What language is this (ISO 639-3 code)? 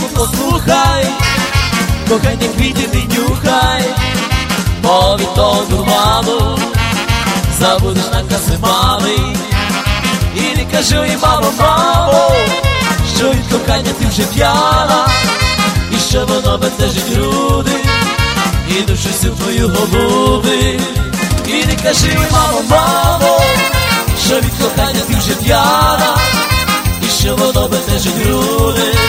ukr